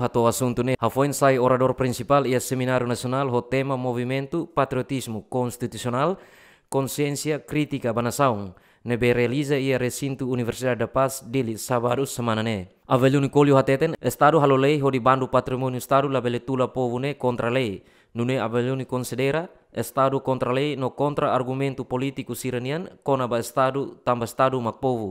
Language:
Tetum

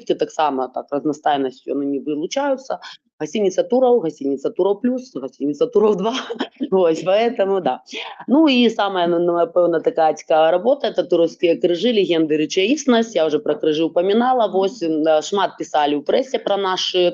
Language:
Belarusian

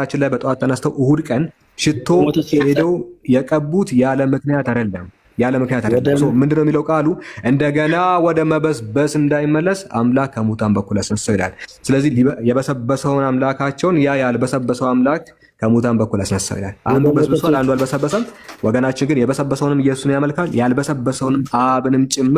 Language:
Amharic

